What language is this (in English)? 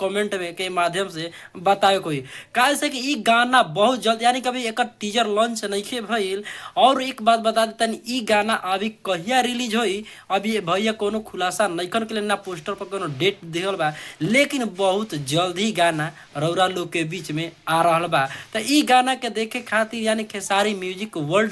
Bhojpuri